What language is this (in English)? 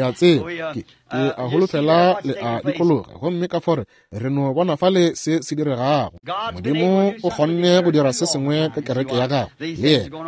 Northern Sotho